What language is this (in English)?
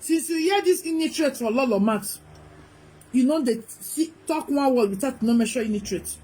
Nigerian Pidgin